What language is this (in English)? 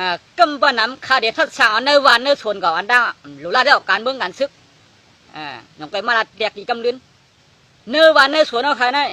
Shan